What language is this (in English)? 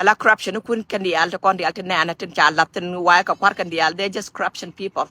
Nuer